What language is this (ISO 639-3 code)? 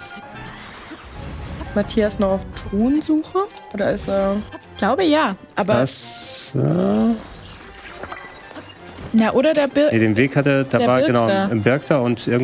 deu